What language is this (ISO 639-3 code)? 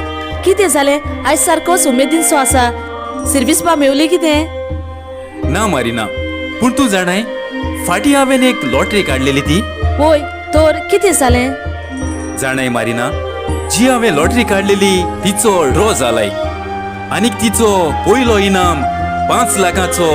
kok